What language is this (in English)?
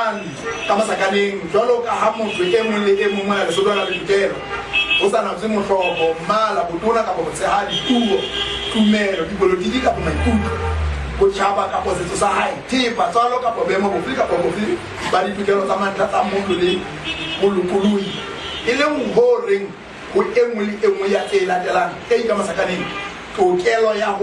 Southern Sotho